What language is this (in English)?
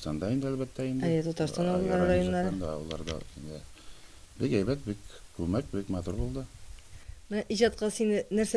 Tatar